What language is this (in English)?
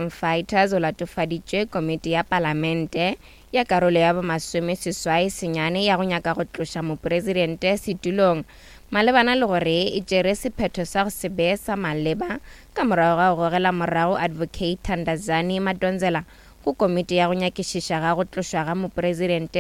Northern Sotho